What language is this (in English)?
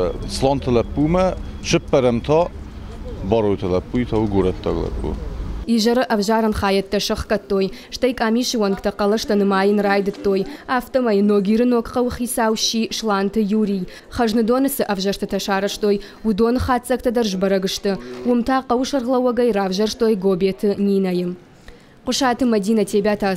Ossetic